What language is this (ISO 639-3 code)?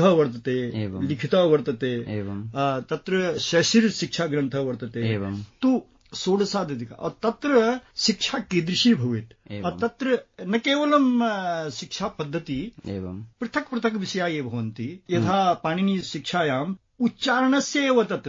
san